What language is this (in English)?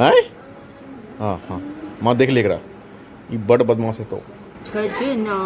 Maithili